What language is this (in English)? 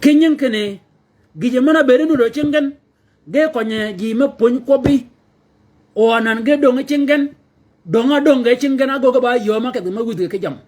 Shilluk